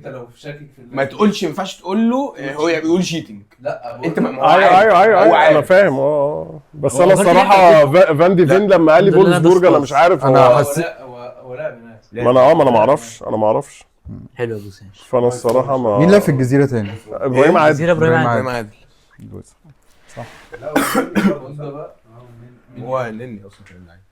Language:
Egyptian Arabic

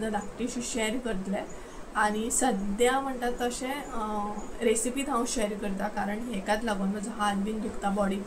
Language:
Konkani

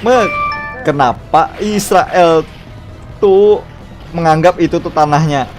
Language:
Banjar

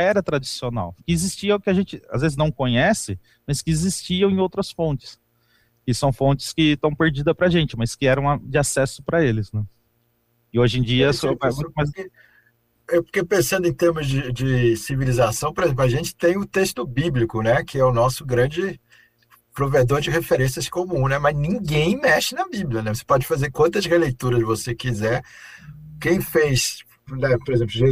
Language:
Portuguese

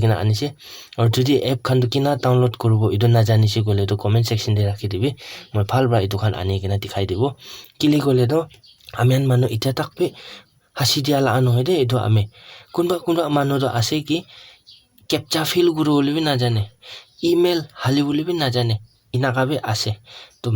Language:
Naga Pidgin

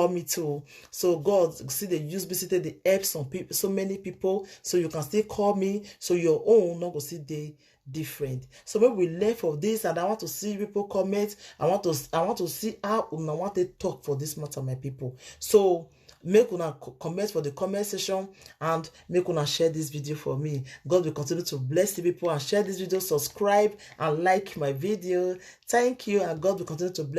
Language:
Nigerian Pidgin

